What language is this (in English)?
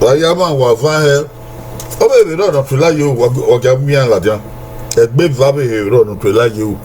Bini